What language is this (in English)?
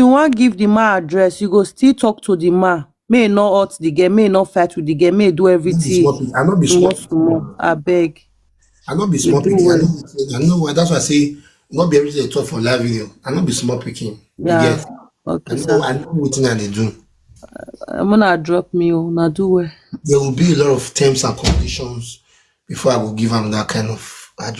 Nigerian Pidgin